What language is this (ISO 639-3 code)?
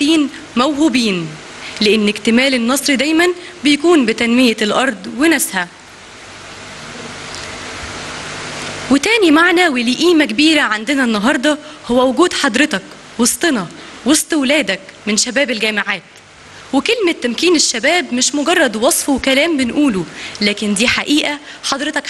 arz